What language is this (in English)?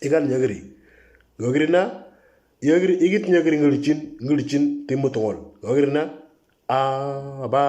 Moro